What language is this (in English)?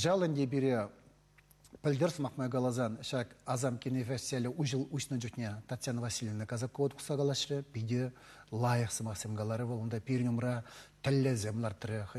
Chuvash